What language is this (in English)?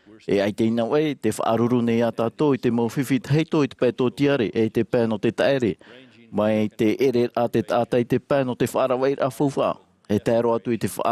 Tahitian